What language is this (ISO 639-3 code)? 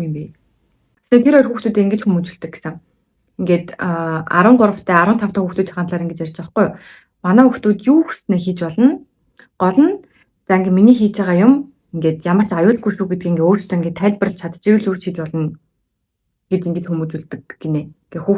mon